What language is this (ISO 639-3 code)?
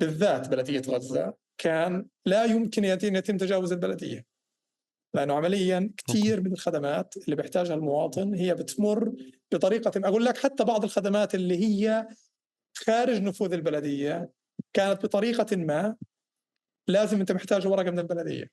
apc